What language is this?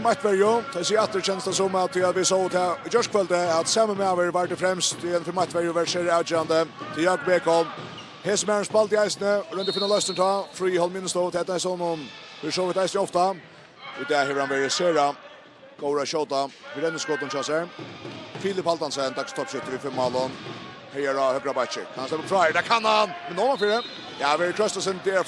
Faroese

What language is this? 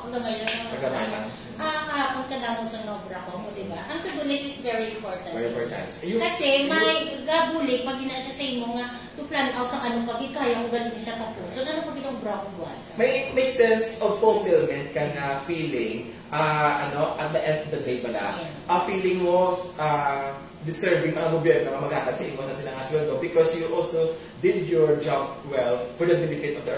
Hiligaynon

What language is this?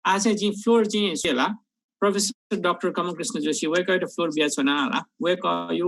Newari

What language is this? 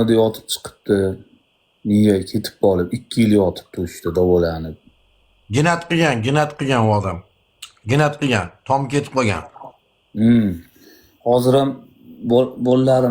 Uzbek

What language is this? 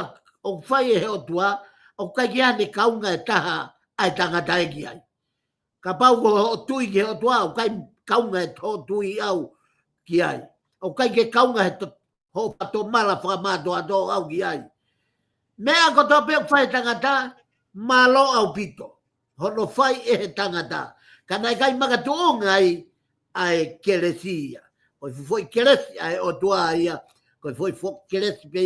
Tongan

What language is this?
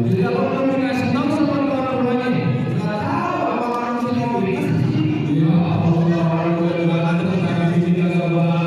Betawi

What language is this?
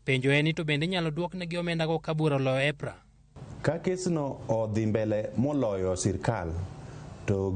Luo (Kenya and Tanzania)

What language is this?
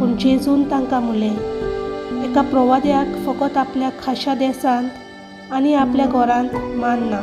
Konkani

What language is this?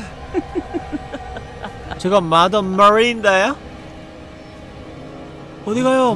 Korean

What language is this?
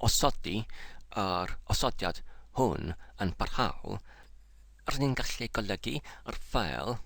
Welsh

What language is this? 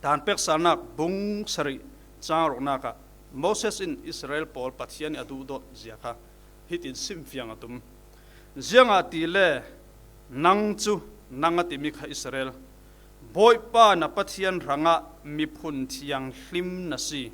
Falam Chin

